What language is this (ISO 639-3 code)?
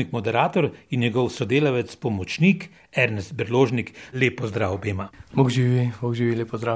slv